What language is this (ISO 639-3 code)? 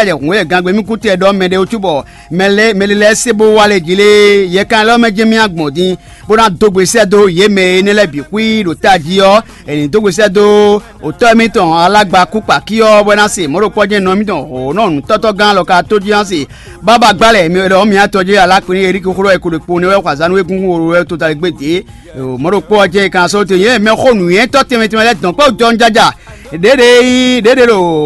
fon